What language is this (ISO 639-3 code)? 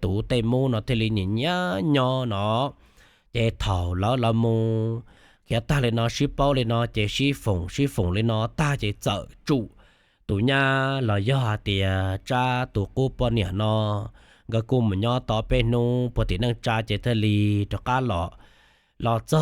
hmn